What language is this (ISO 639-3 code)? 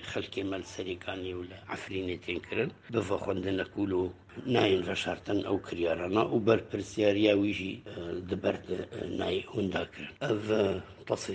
kur